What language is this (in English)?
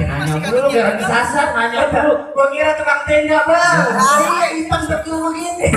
Betawi